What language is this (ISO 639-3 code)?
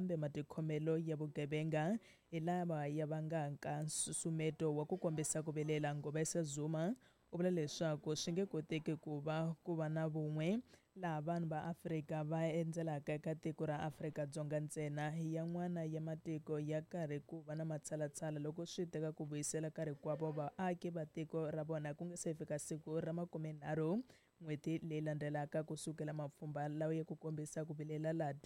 tso